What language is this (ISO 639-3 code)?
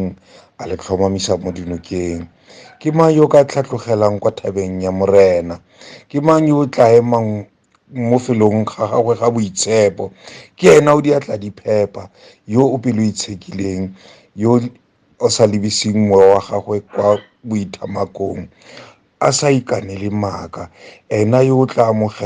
tsn